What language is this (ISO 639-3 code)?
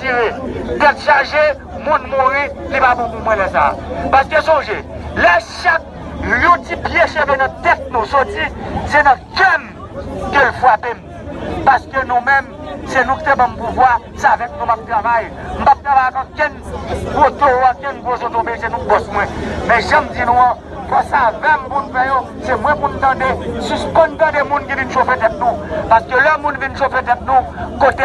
hat